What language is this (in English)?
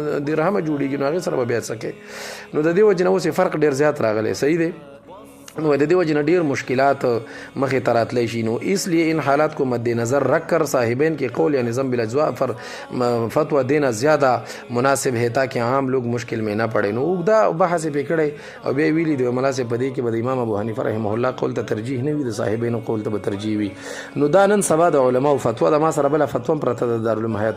Pashto